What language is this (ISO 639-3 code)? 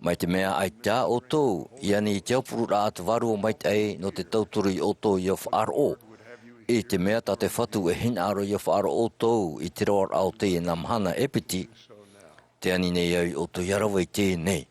tah